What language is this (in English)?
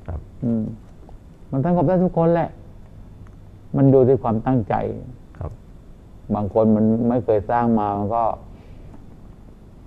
Thai